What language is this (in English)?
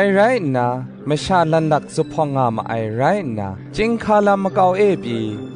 Kachin